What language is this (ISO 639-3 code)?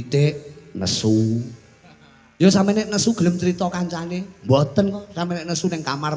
jav